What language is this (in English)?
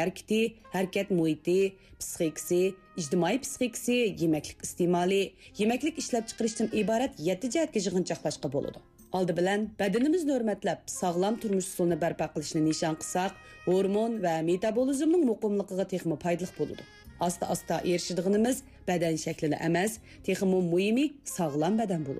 Uyghur